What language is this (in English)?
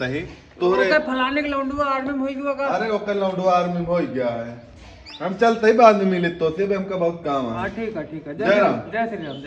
Awadhi